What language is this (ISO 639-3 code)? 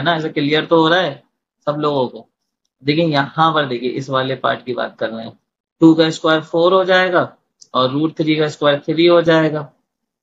hin